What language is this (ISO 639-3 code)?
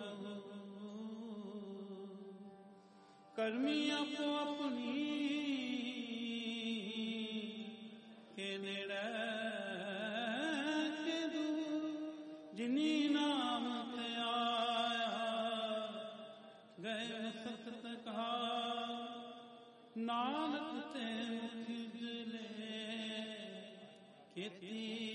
pan